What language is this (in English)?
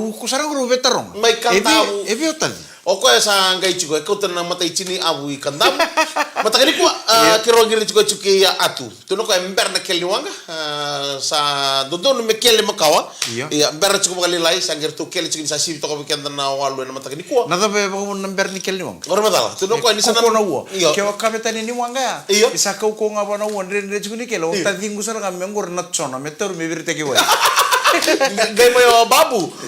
Fijian